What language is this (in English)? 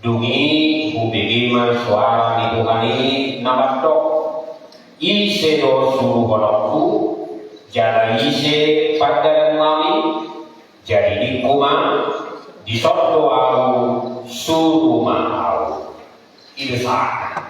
Batak Toba